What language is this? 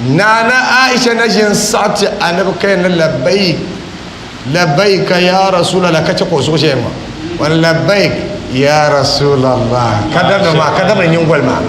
Dagbani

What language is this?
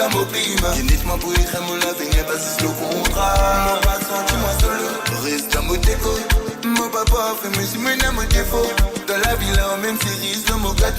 Morisyen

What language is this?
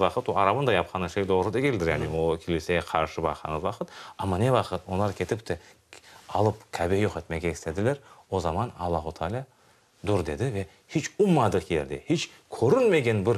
Crimean Tatar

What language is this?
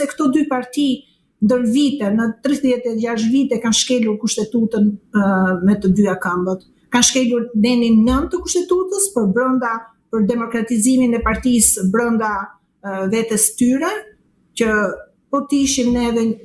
Albanian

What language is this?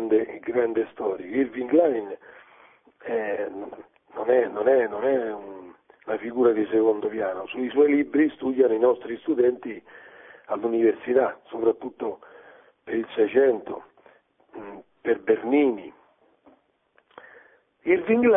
Italian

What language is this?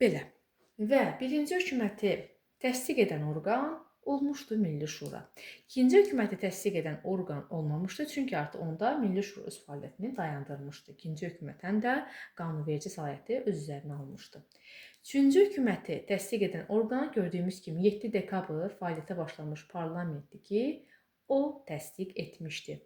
Azerbaijani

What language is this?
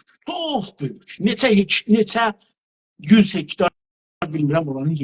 South Azerbaijani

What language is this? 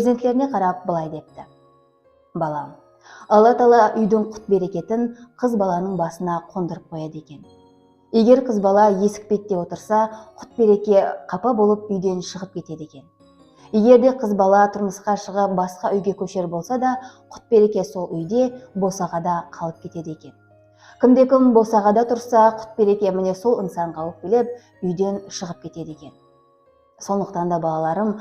Kara-Kalpak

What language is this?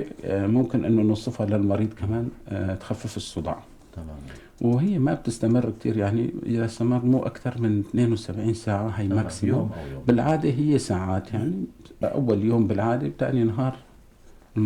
North Levantine Arabic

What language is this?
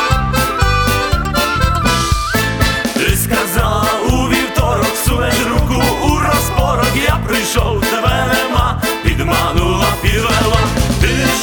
Ukrainian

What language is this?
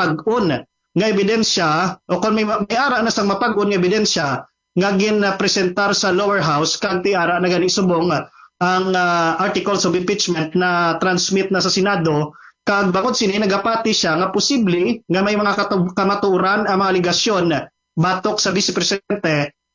Hiligaynon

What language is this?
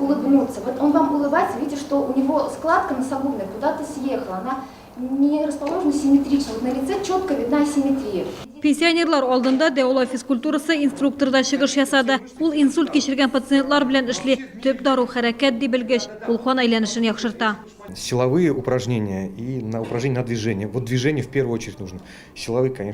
Tatar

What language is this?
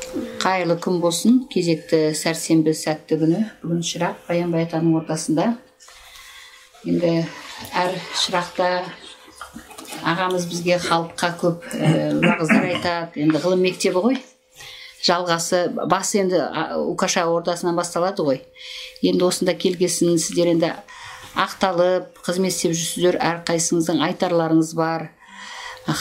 Kazakh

